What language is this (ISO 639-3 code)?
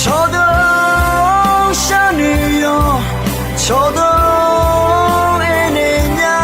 ahk